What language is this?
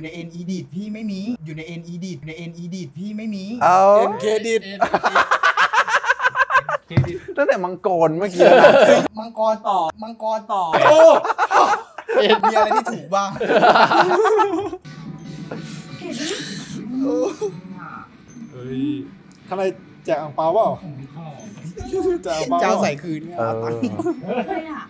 Thai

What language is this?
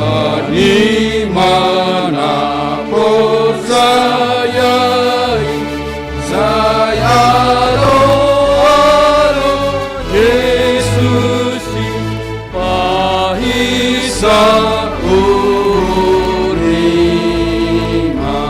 Batak Simalungun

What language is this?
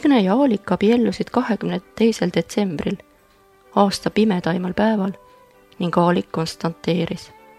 Estonian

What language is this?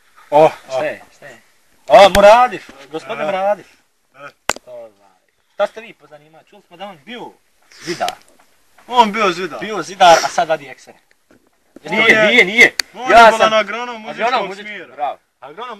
Bosnian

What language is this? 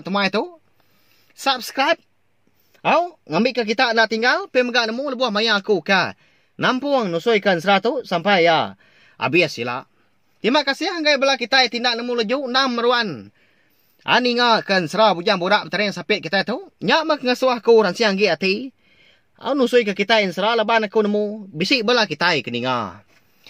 Iban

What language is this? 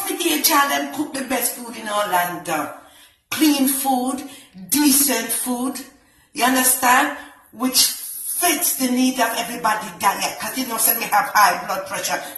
Jamaican Creole English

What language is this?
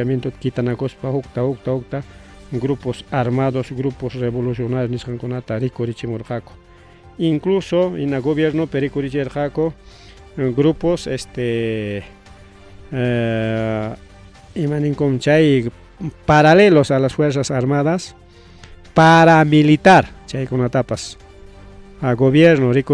Ayacucho Quechua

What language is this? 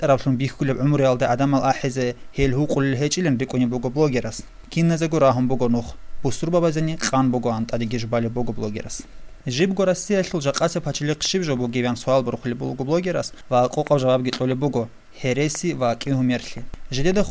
Avaric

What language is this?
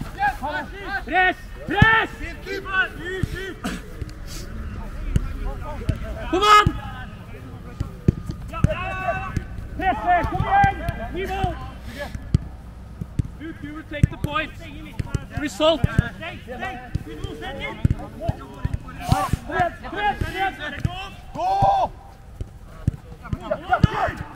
Norwegian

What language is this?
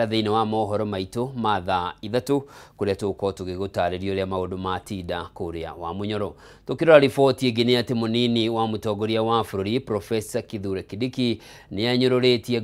Kikuyu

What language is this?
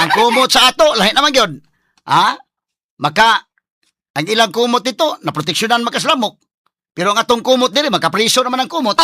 Cebuano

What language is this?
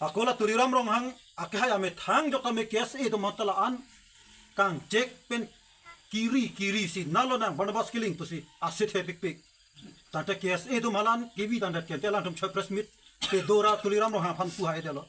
Karbi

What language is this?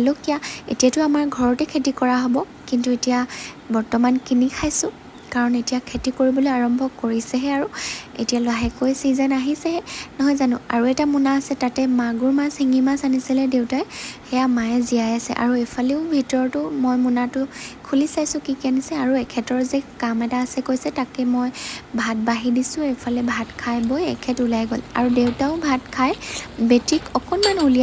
Assamese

